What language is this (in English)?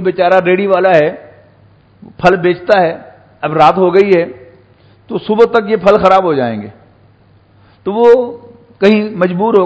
Urdu